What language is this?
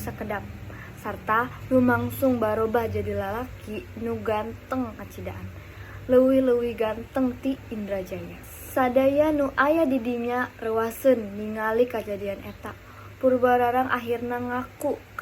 Sundanese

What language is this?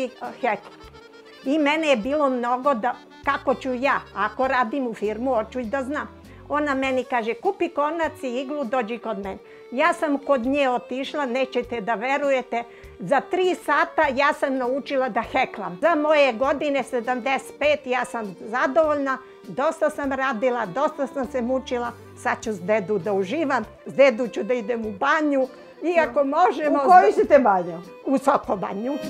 Serbian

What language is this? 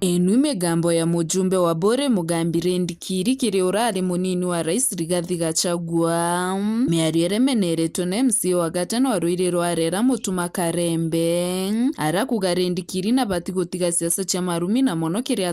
Meru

